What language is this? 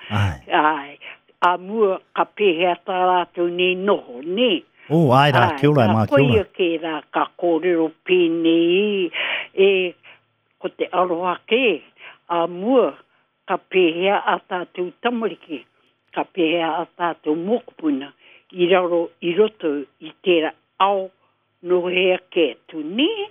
Māori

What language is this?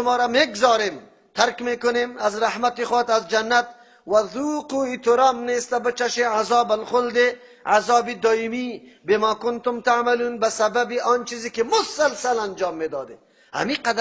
Persian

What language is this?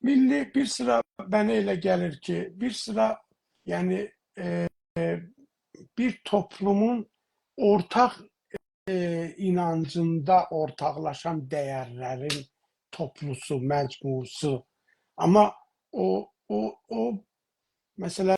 South Azerbaijani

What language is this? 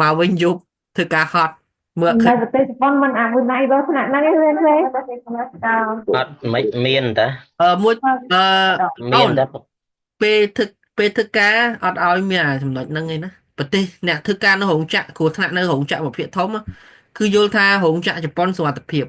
Khmer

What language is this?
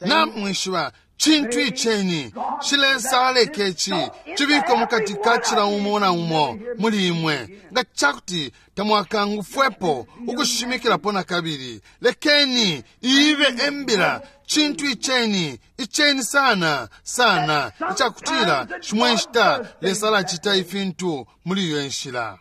Bemba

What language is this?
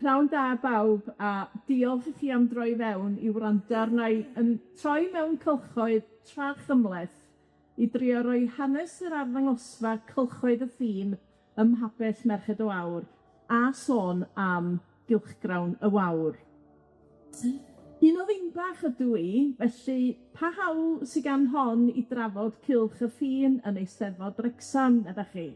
Welsh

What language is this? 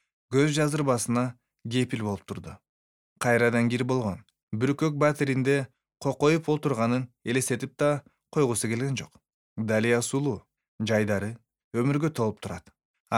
Kyrgyz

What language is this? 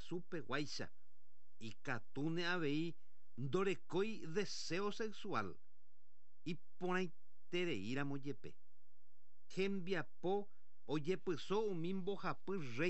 Guarani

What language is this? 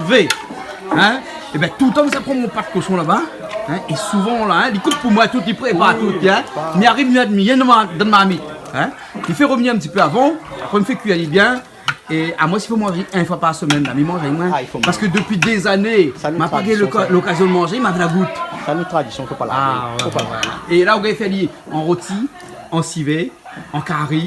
Réunion Creole French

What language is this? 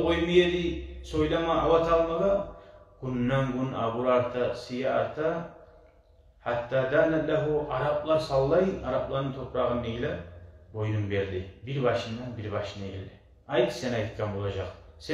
Kumyk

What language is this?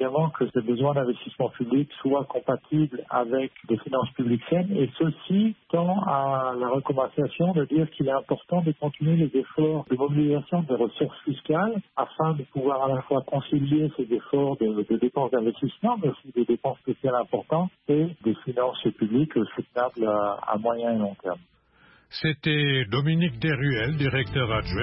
French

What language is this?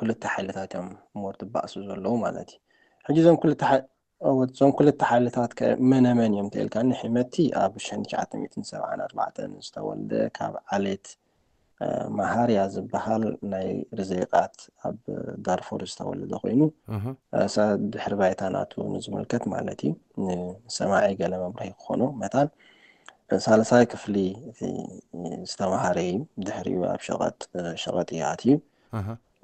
Tigrinya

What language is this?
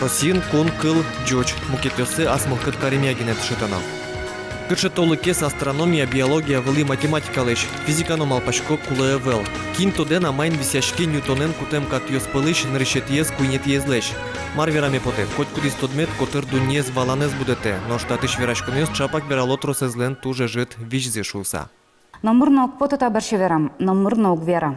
Udmurt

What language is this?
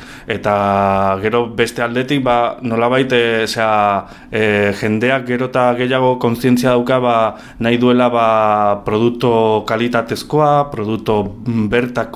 Basque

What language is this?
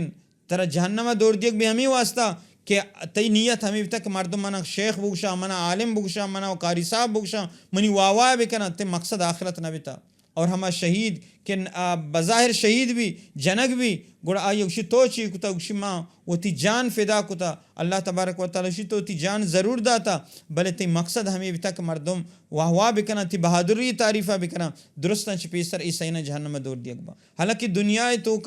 Baluchi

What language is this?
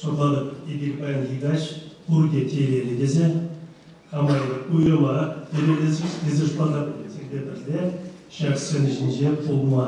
Chuvash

